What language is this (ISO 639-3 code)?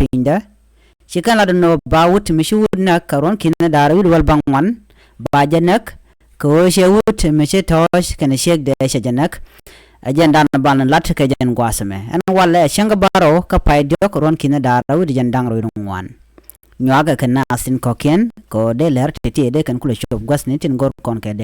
nus